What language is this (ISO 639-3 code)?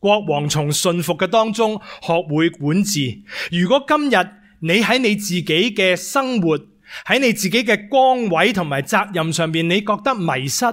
yue